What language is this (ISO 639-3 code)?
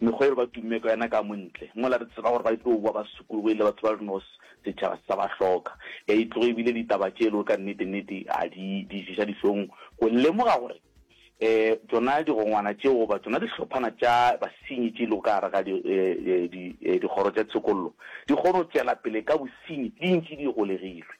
nso